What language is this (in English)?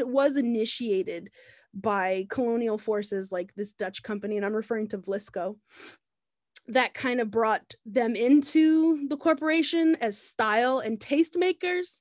English